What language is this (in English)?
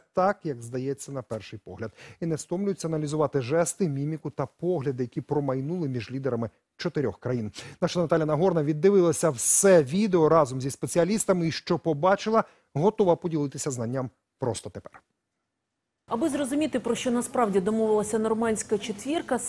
Ukrainian